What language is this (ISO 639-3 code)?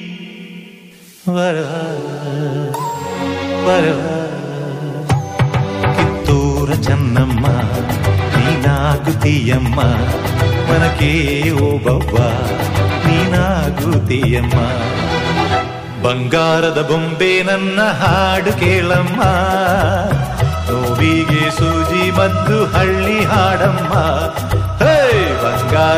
kan